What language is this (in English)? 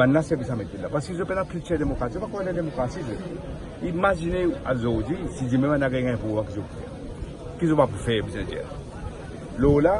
Morisyen